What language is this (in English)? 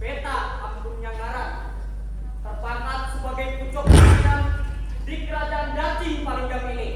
Banjar